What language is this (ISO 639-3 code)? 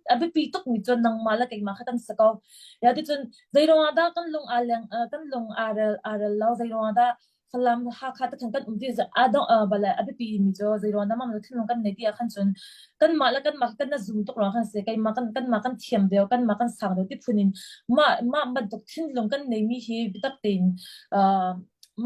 cnh